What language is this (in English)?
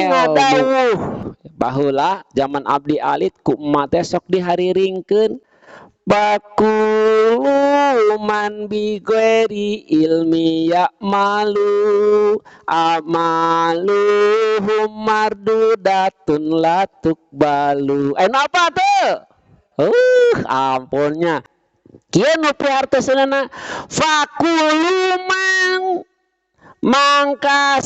Sundanese